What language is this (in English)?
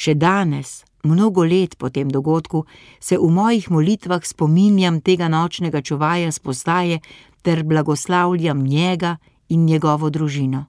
Slovenian